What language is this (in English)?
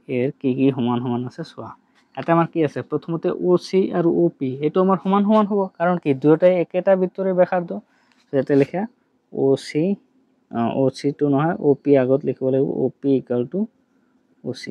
Assamese